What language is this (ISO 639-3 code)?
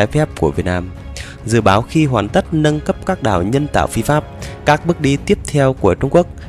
vie